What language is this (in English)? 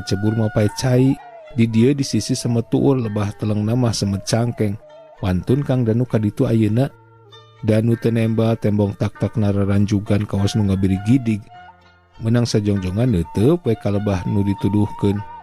Sundanese